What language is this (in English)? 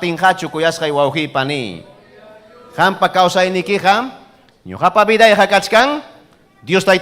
Ayacucho Quechua